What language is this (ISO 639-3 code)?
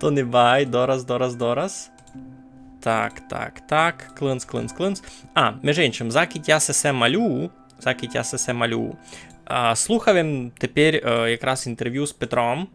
rue